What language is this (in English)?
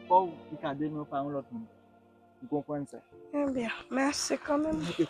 Haitian Creole